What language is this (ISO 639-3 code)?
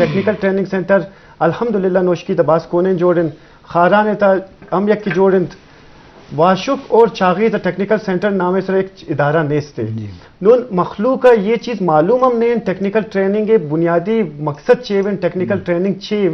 bgp